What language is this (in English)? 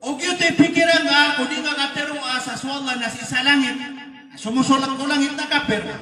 Maranao